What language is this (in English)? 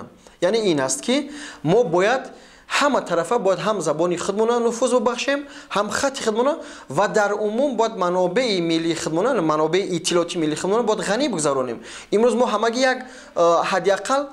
Tajik